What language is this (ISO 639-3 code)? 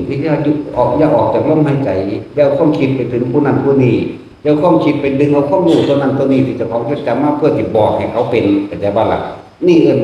tts